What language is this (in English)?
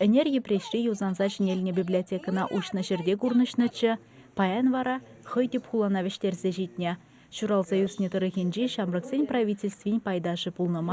Chuvash